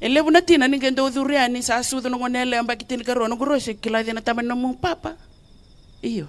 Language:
Fijian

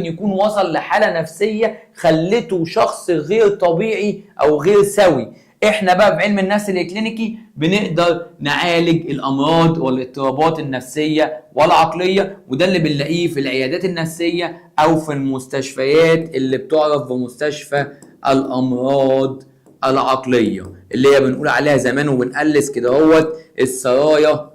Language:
Egyptian Arabic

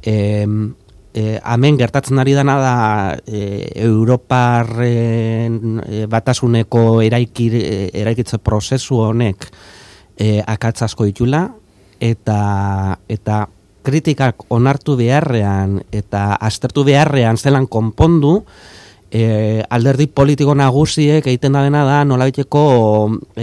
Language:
Basque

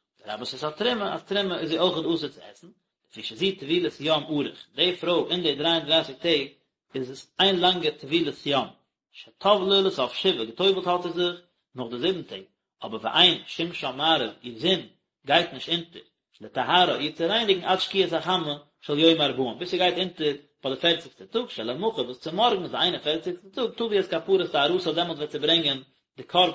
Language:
Yiddish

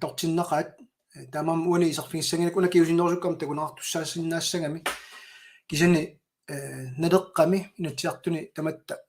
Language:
Kalaallisut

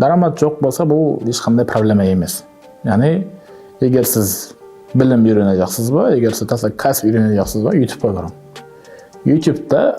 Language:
Kara-Kalpak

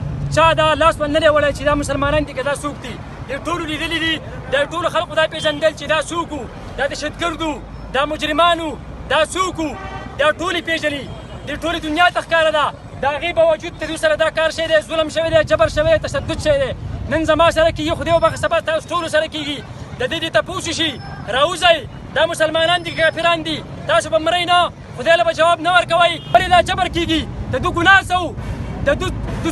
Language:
Pashto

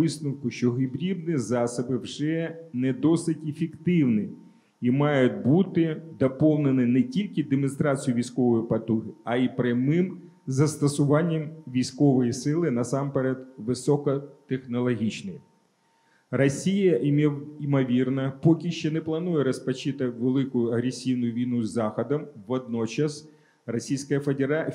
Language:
Ukrainian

